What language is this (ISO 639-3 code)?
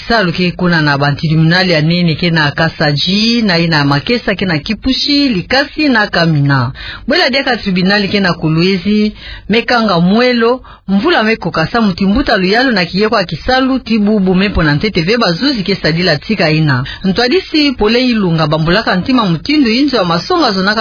ktu